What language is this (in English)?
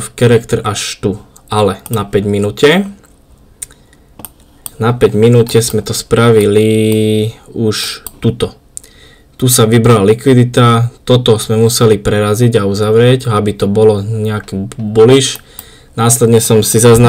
Slovak